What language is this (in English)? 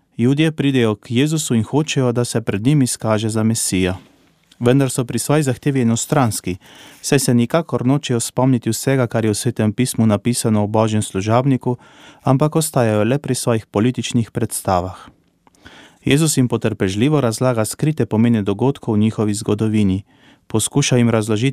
Slovenian